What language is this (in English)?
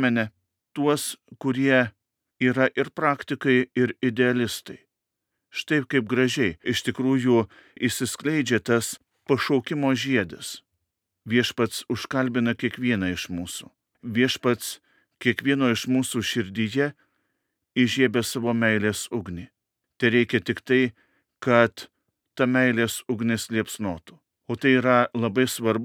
Lithuanian